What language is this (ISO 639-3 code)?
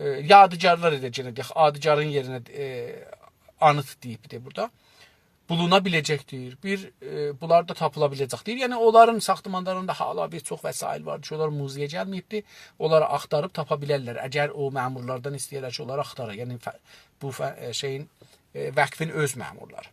azb